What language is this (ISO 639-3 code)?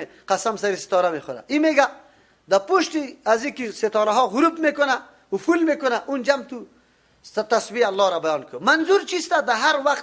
fas